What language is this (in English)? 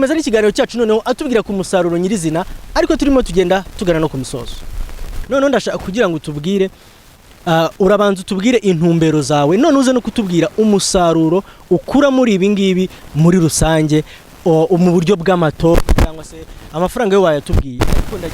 Kinyarwanda